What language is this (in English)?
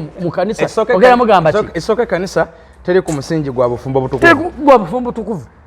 Ganda